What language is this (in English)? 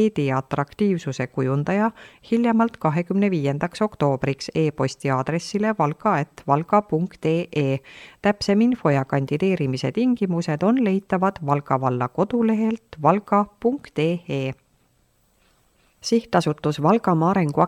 Estonian